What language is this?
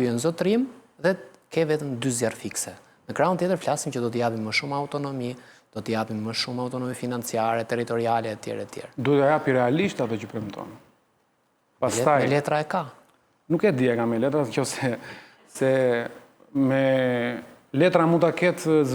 Albanian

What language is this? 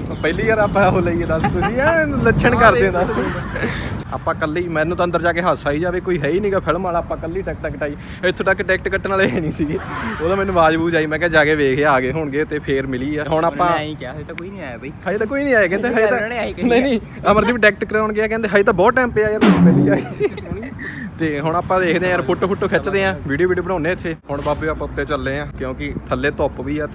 Punjabi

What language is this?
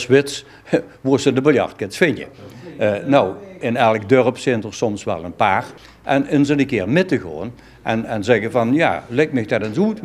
Limburgish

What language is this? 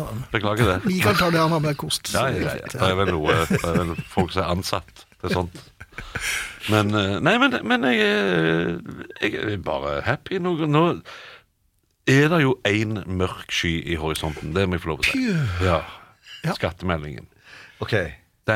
Norwegian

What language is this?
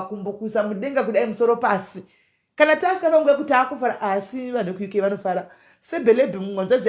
Shona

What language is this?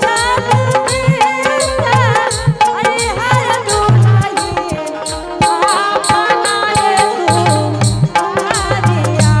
Angika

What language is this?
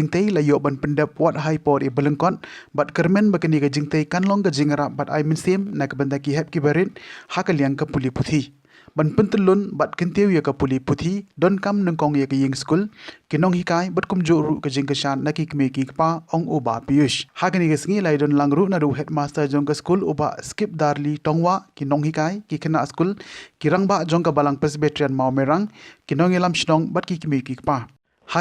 Khasi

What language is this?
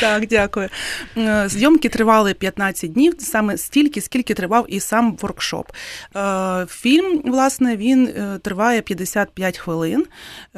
Ukrainian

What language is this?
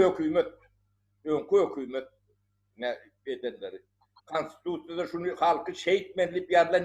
Turkmen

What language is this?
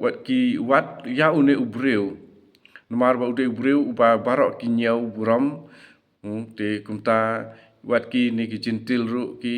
Khasi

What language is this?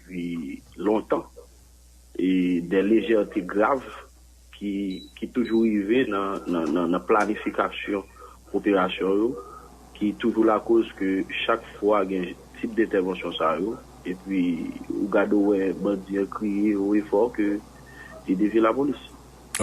Haitian Creole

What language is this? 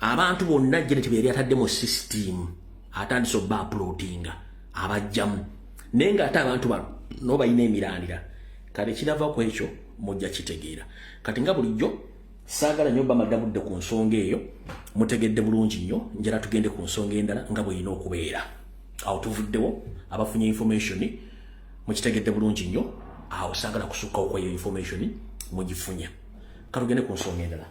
Ganda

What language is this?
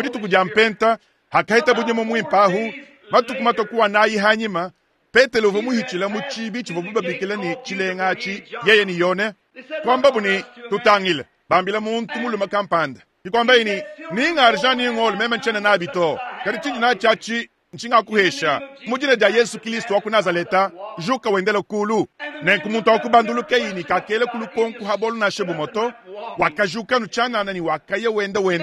Luba-Lulua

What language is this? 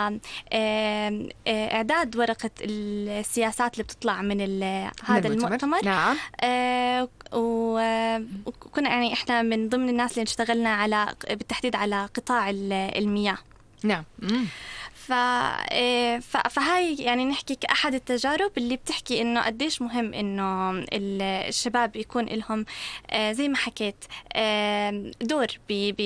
North Levantine Arabic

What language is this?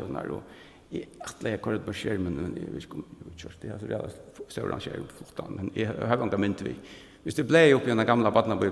Faroese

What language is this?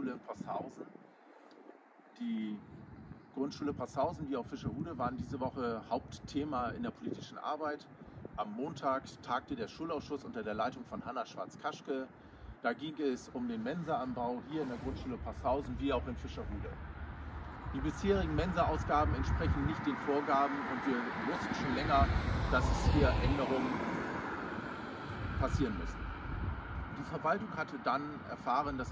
German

